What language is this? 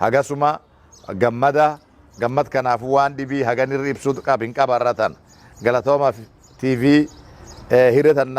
Oromo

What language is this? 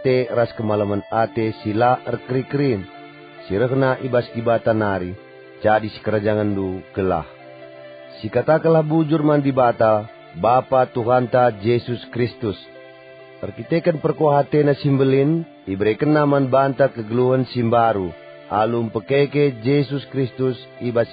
Batak Karo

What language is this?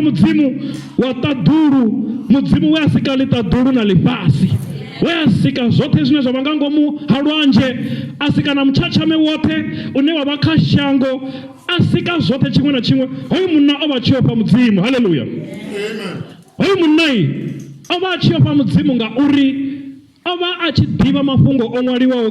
Venda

